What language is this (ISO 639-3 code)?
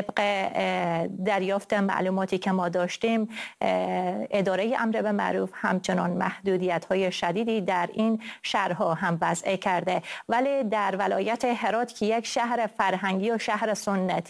fas